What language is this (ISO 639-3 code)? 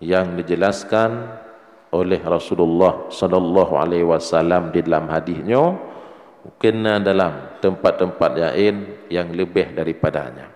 ace